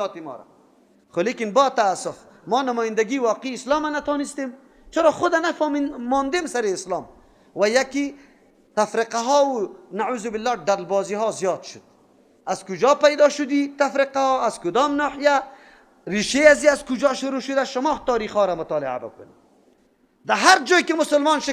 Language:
Persian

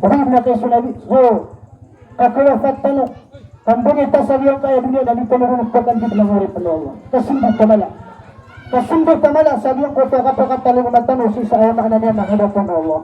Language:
Maranao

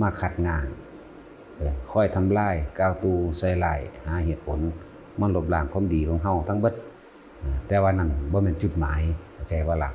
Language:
Lao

